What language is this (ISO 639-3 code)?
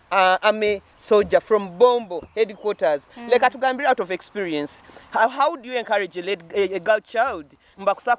nyo